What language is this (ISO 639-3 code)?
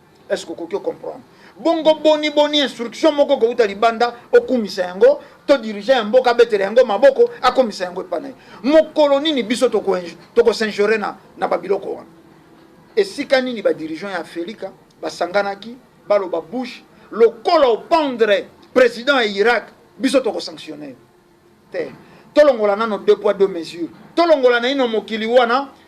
lin